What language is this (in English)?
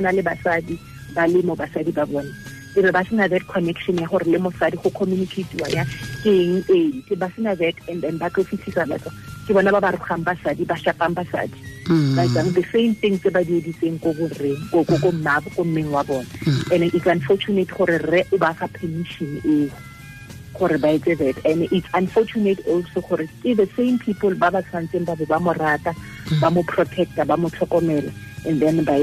Tswana